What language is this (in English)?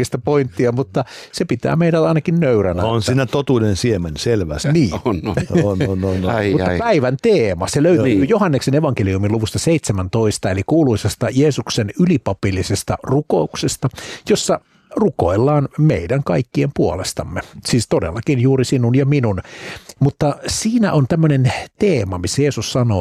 Finnish